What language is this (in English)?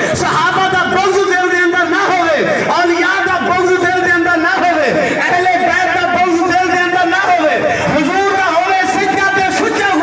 Saraiki